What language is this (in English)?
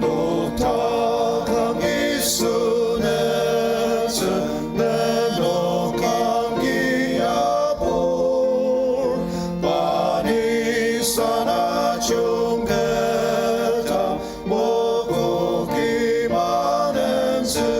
Ao Naga